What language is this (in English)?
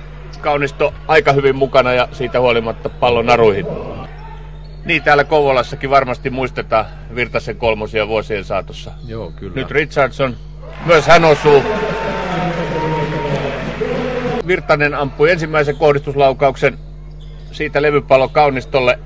Finnish